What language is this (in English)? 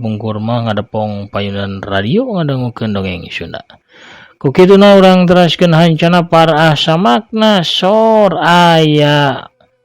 Sundanese